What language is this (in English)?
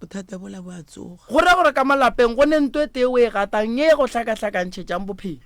Northern Sotho